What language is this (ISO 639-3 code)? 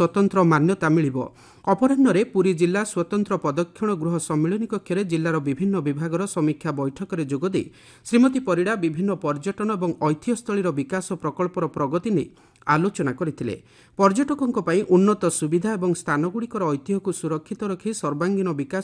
ori